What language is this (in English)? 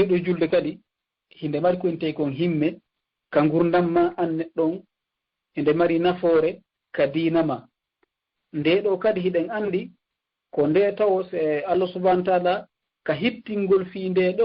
Fula